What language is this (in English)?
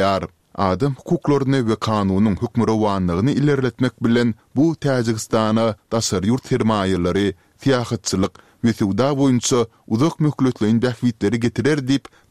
Turkmen